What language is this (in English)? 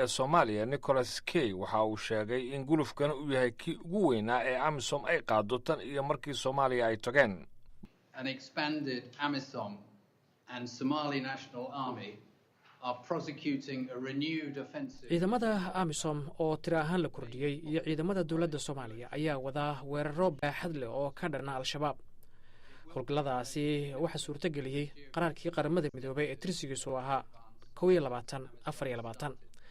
Somali